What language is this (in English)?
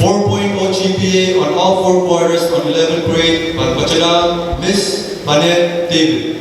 Pohnpeian